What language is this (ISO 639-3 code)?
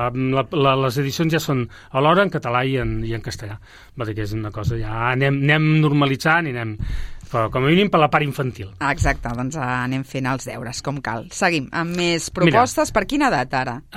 cat